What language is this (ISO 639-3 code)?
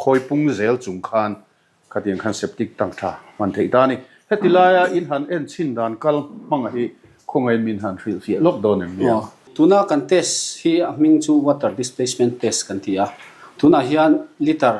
lus